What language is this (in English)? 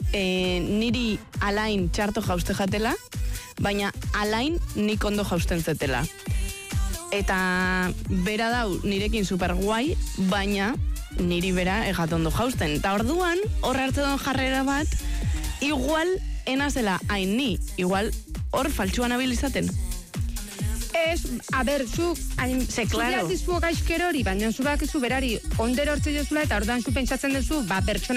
Basque